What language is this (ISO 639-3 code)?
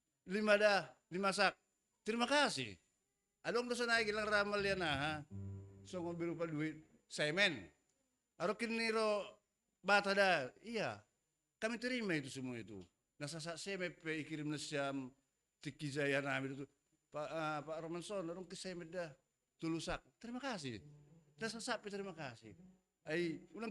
bts